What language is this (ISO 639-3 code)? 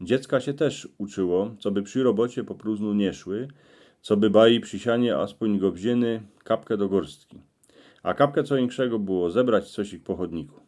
szl